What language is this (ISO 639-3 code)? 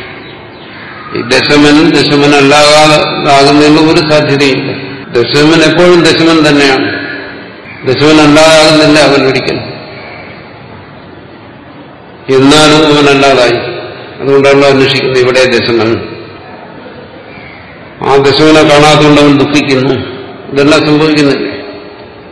mal